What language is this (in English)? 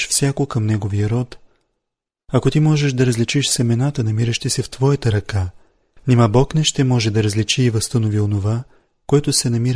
Bulgarian